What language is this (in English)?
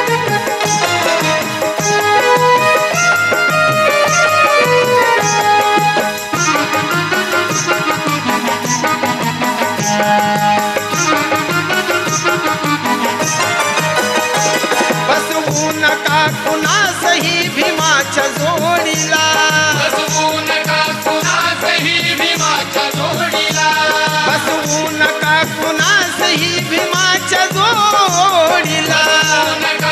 Marathi